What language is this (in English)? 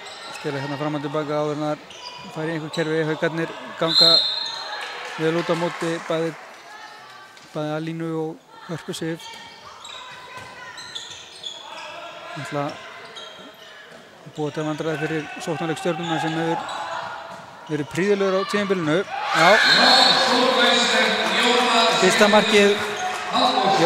Icelandic